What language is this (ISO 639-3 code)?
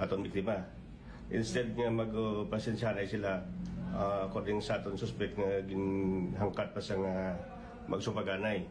hil